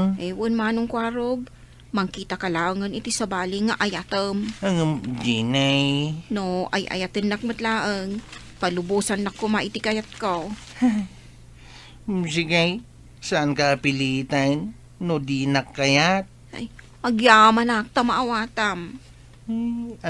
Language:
Iloko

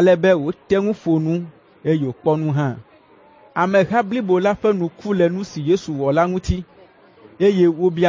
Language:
Ewe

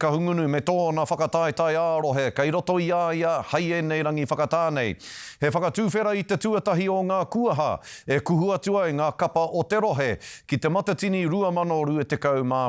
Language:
Māori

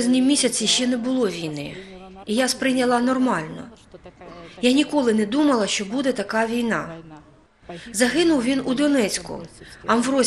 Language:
Ukrainian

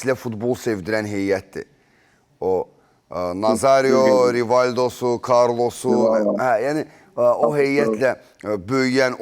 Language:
Azerbaijani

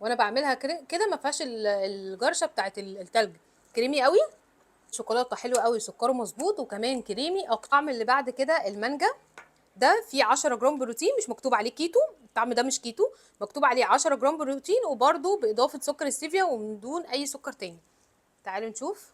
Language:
Egyptian Arabic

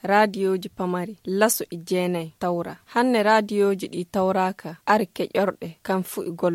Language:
Fula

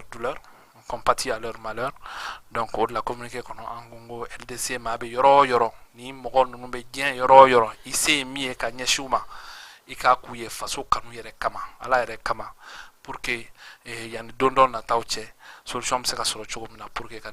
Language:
Bambara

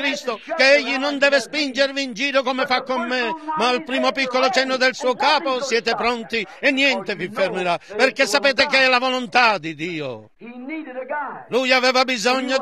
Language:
Italian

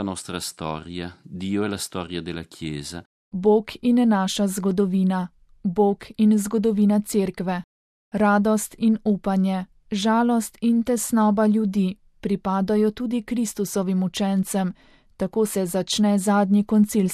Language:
Slovenian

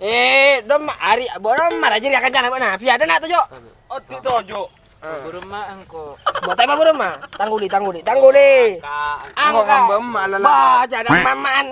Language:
Madurese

